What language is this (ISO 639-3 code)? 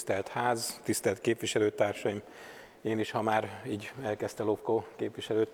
hun